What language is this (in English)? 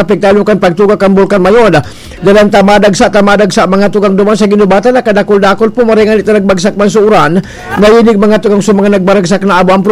Bikol